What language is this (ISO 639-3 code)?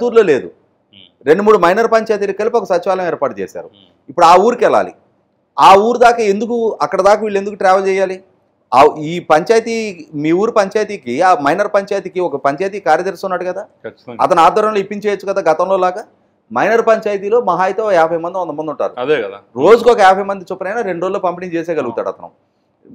tel